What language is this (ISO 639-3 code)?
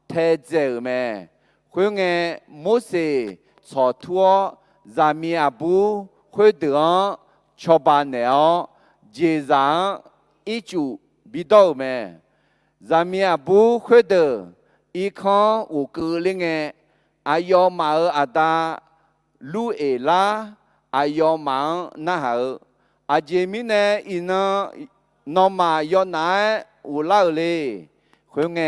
ahk